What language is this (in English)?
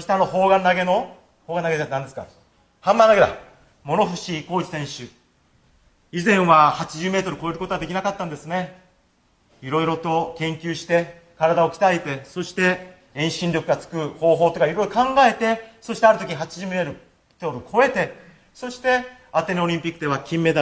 Japanese